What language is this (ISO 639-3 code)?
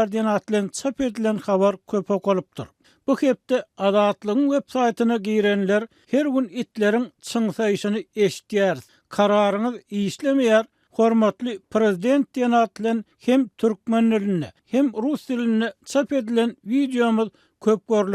tuk